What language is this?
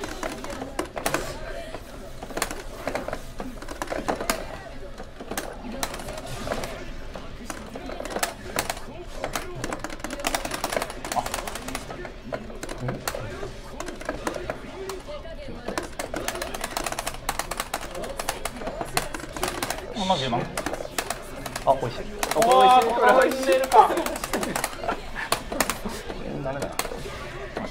Japanese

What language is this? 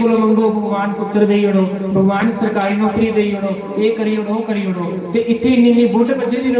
Dogri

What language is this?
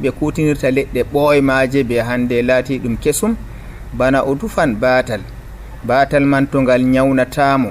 Nigerian Fulfulde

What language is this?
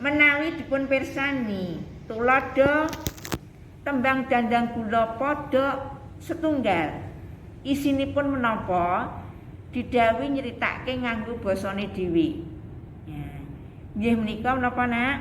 Javanese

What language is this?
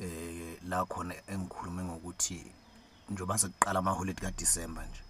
Zulu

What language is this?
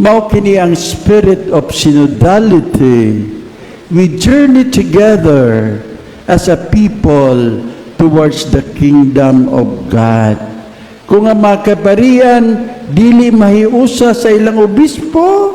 Cebuano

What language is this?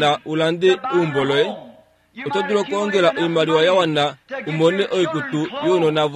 Kuanyama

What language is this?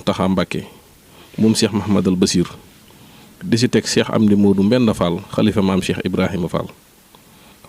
Wolof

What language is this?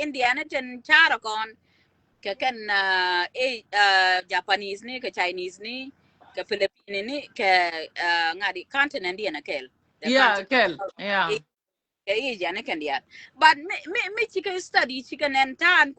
Nuer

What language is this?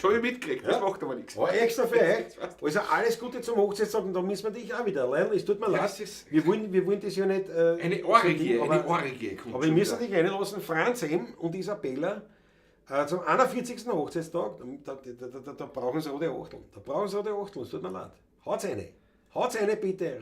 Bavarian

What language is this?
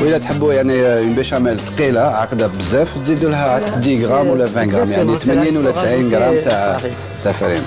Algerian Arabic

